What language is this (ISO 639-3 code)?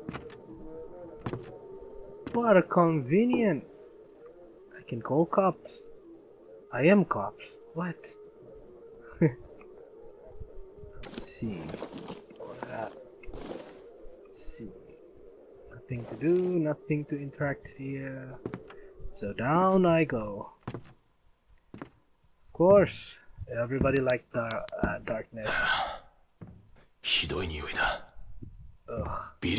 eng